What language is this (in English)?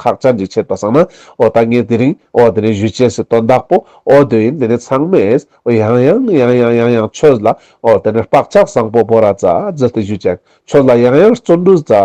Ladakhi